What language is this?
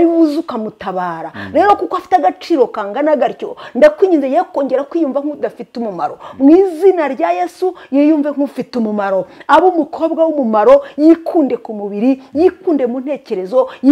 Kinyarwanda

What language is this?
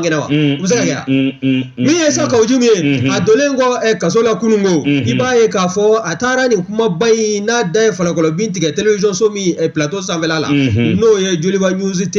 Bambara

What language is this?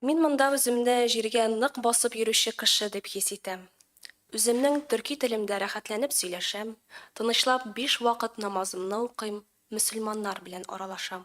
Tatar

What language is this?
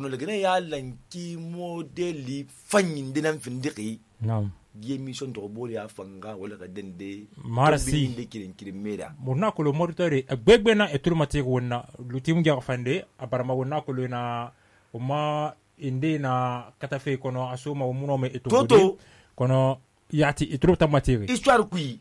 Susu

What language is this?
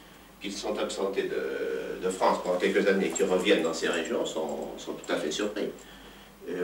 French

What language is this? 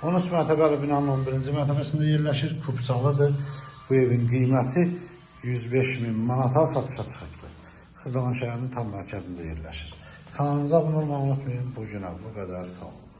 Azerbaijani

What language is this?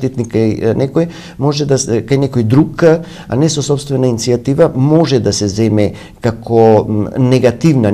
Macedonian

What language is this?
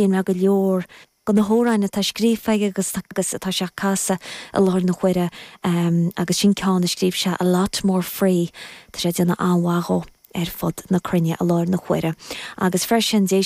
Irish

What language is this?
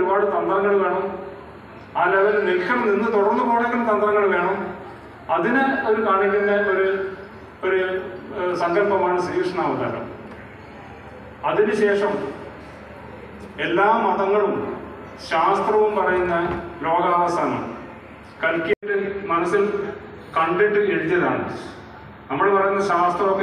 Malayalam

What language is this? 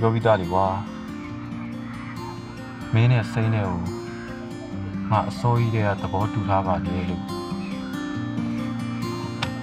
Burmese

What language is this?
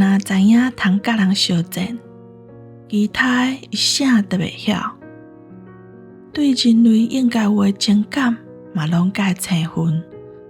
Min Nan Chinese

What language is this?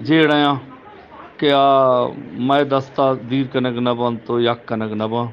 Eastern Balochi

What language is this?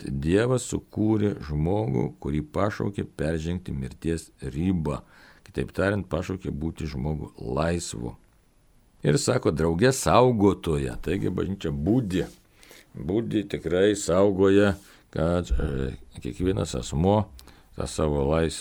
Lithuanian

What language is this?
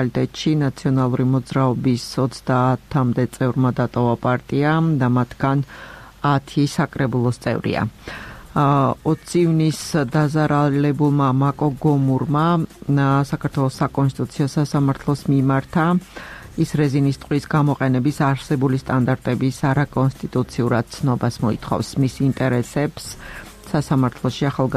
Georgian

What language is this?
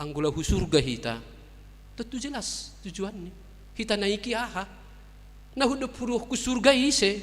Batak Simalungun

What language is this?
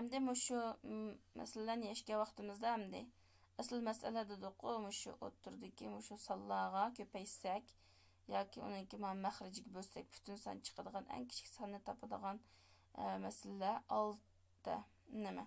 Uyghur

